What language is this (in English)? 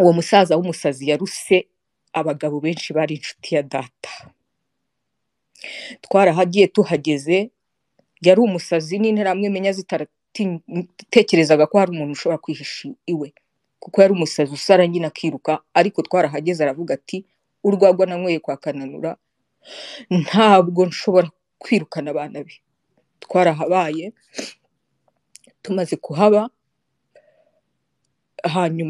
Kinyarwanda